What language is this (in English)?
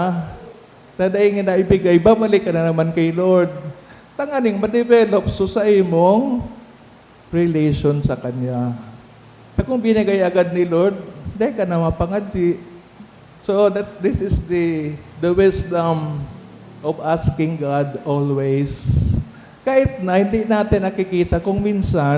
Bikol